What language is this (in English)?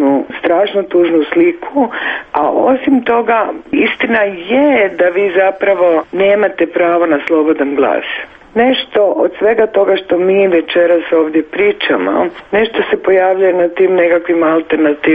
Croatian